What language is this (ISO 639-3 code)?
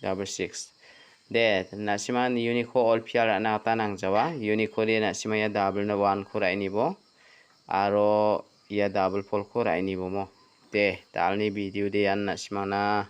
grt